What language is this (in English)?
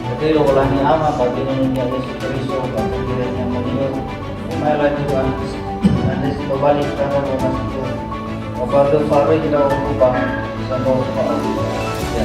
Nias